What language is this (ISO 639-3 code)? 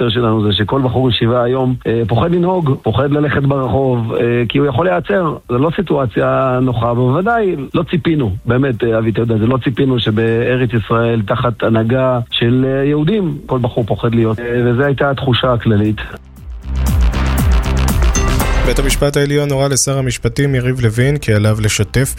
heb